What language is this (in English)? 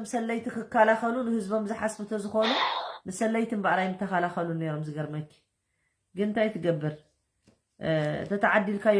Tigrinya